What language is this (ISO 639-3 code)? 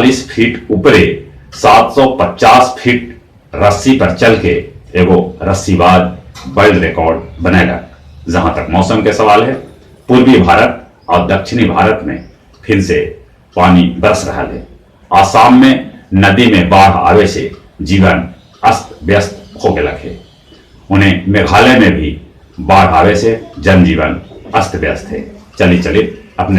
mag